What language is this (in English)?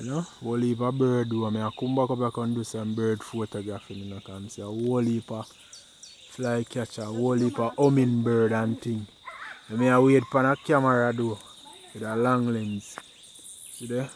Jamaican Creole English